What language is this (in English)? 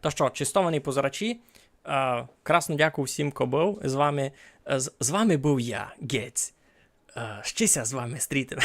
Rusyn